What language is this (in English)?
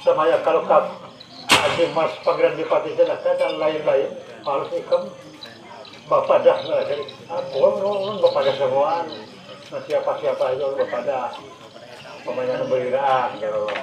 Banjar